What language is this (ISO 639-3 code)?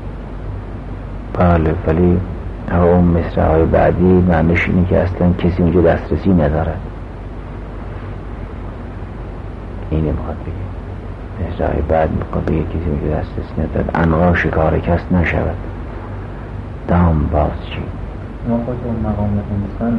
fas